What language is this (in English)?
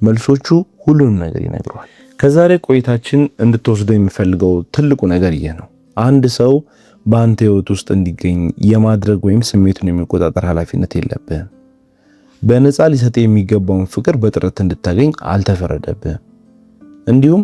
Amharic